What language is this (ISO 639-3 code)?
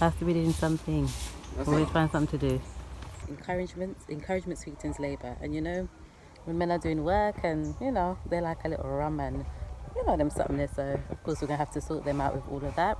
jam